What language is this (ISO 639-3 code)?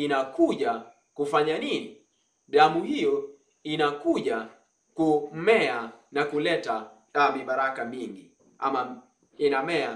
swa